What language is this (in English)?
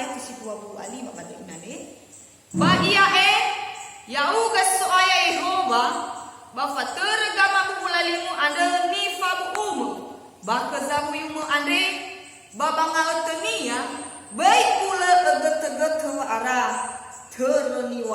Nias